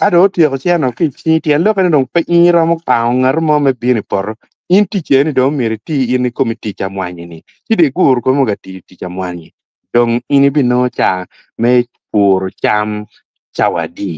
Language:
Acoli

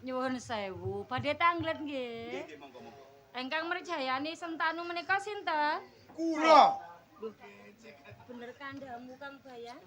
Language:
Javanese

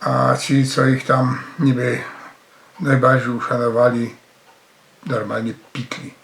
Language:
Silesian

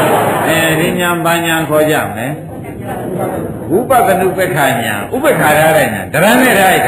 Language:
Burmese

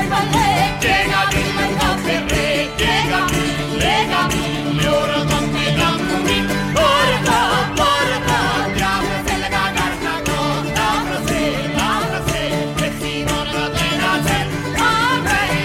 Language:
Italian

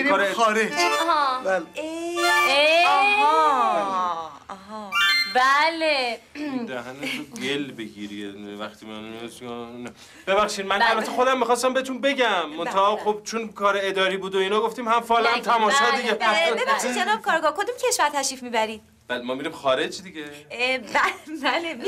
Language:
Persian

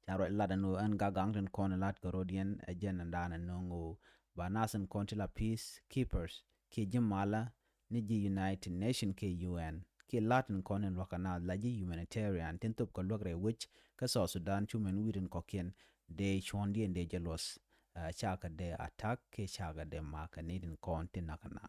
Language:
Nuer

